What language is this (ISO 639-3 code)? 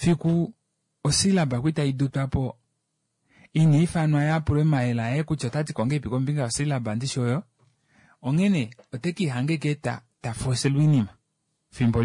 kua